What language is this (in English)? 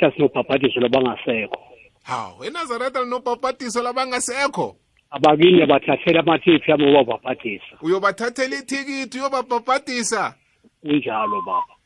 South Ndebele